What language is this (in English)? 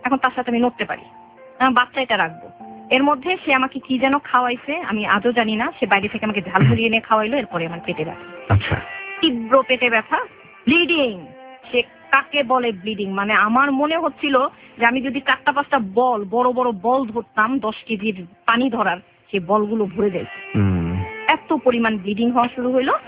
Bangla